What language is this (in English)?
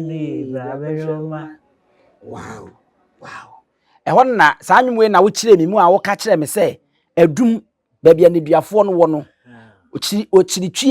Akan